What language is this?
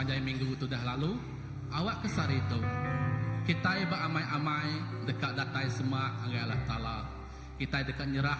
Iban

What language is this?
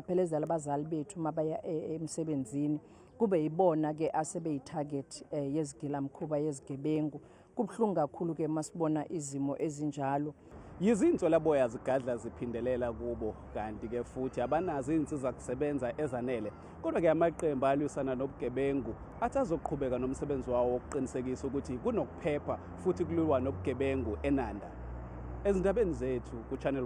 Zulu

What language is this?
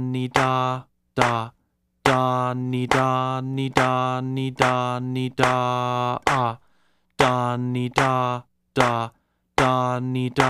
Basque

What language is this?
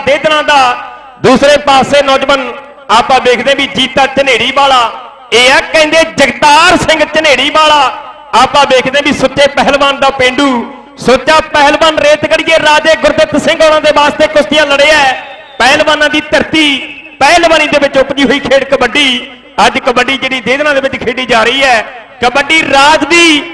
Punjabi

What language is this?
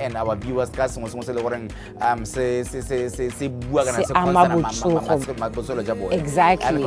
Tswana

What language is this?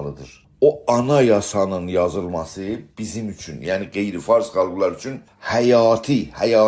South Azerbaijani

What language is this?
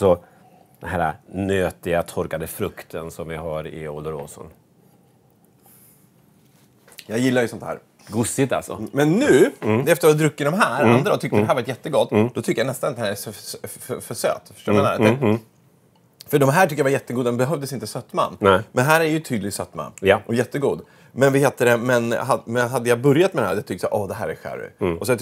Swedish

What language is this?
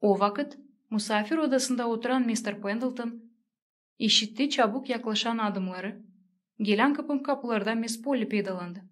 Gagauz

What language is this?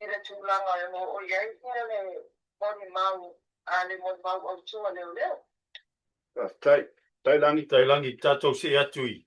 Samoan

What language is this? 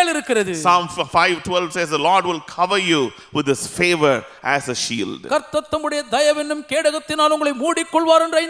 Tamil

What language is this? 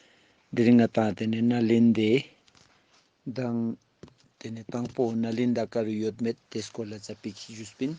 Ladakhi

